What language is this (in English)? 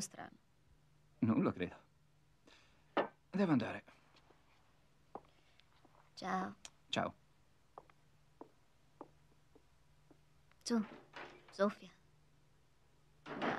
Italian